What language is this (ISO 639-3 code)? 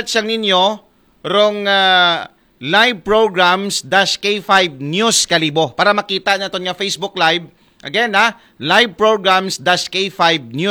akl